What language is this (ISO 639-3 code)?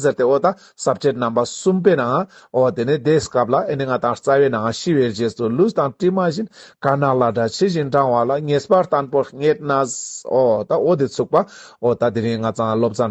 lbj